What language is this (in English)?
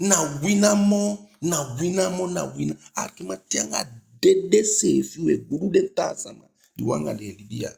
Eastern Maroon Creole